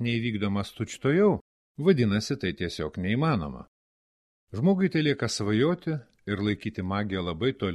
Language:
Lithuanian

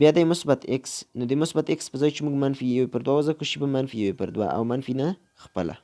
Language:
Pashto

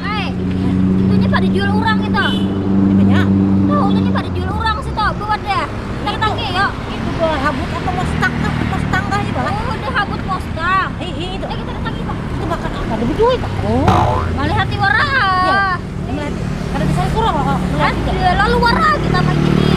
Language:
Banjar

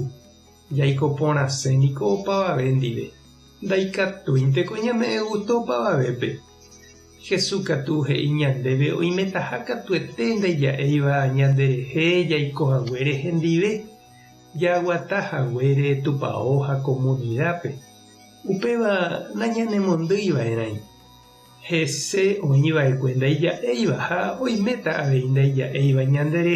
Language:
Guarani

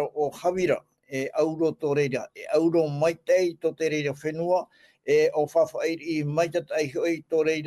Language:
Tahitian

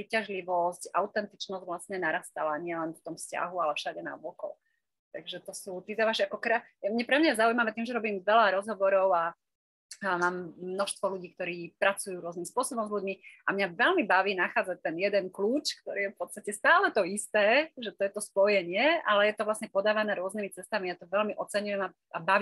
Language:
Slovak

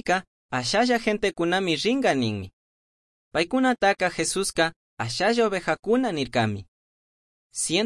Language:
Chimborazo Highland Quichua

